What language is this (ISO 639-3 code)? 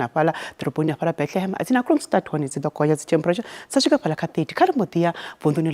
ven